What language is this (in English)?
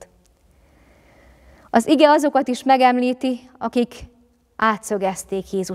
Hungarian